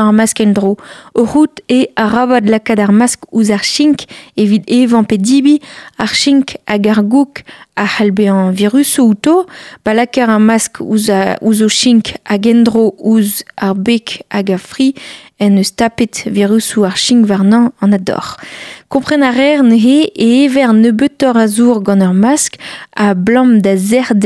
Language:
Breton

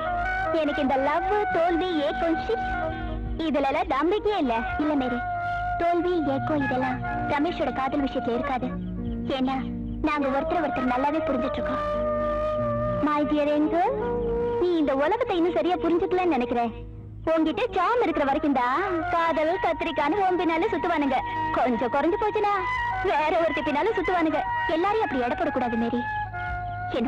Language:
Tamil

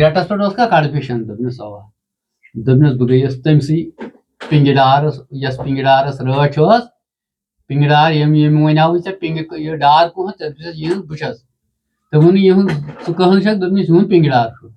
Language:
Kashmiri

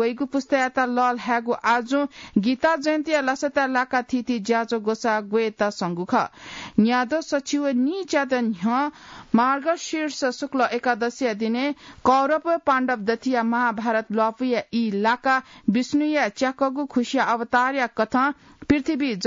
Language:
Newari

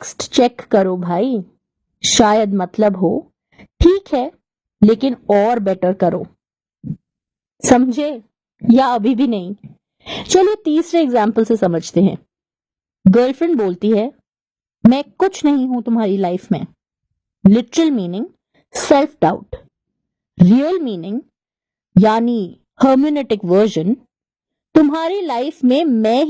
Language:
Hindi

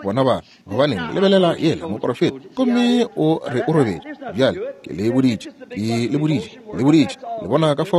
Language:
Northern Sotho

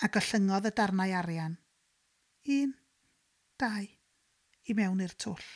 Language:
Welsh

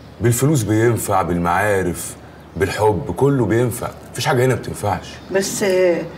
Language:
Egyptian Arabic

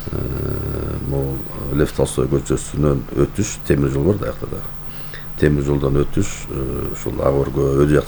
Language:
Kyrgyz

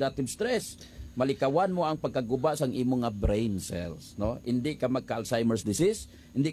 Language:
Hiligaynon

